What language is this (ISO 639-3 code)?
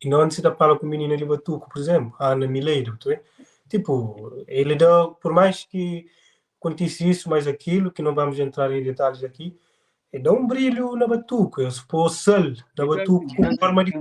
kea